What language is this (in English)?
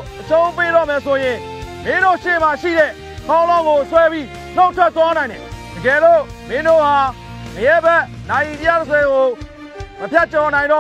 Burmese